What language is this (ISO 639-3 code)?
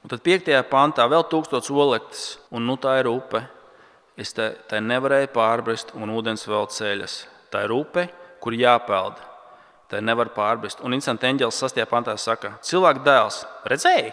lav